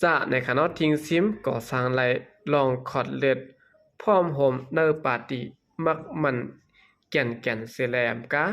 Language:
Shan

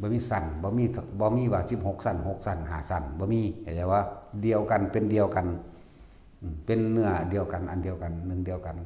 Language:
Northeastern Thai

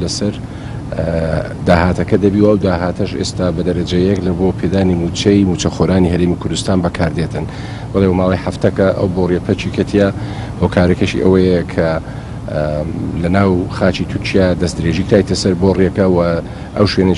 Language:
Central Kurdish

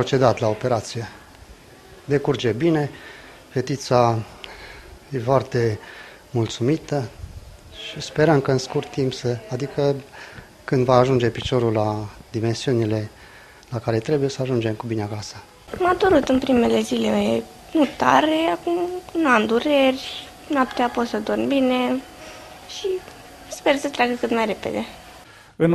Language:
Romanian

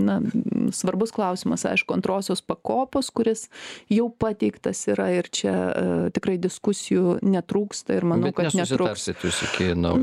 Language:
Lithuanian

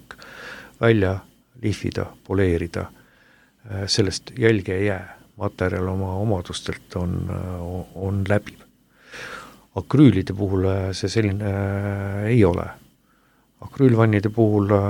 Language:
Estonian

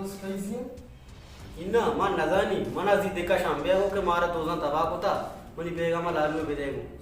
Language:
Baluchi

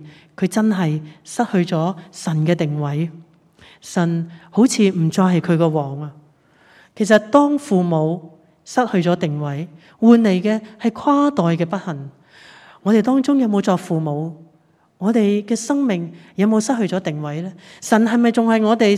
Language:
Cantonese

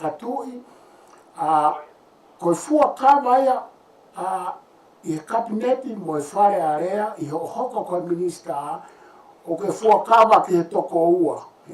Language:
Tongan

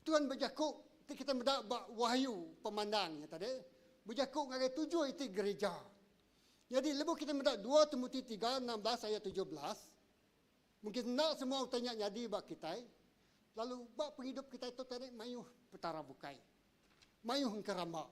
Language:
Iban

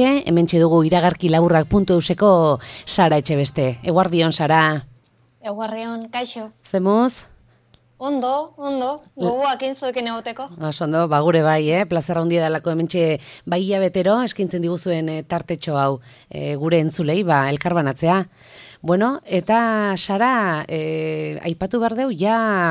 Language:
Basque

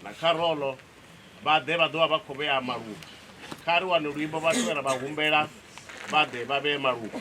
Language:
Venda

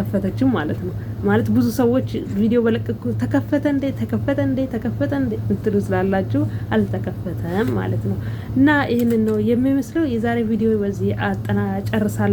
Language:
Amharic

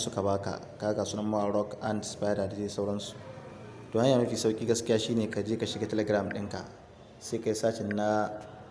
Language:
Hausa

